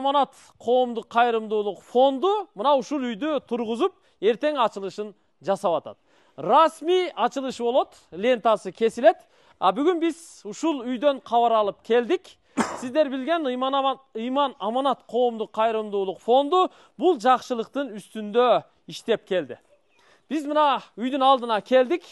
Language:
Kyrgyz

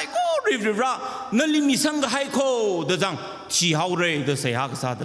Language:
Tangkhul Naga (India)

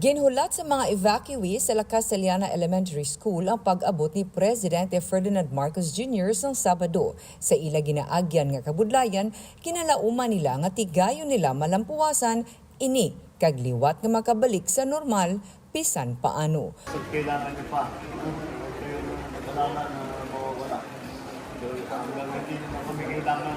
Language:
Hiligaynon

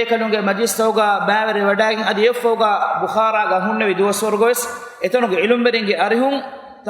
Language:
Divehi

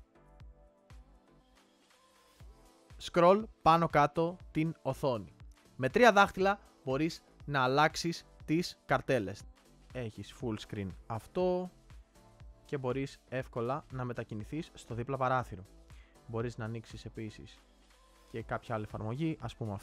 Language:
Greek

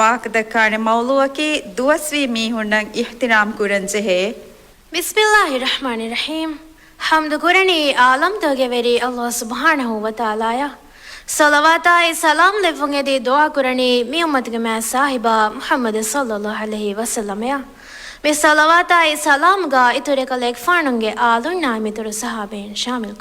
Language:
Divehi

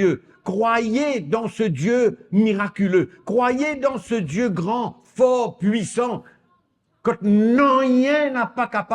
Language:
Morisyen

